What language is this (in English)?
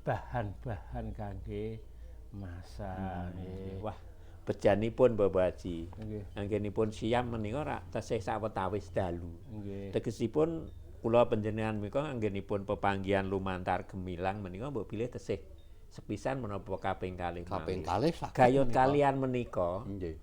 Javanese